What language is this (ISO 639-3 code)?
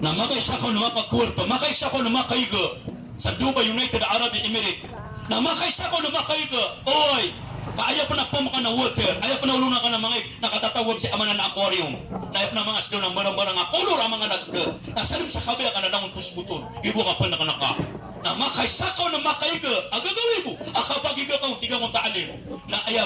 mrw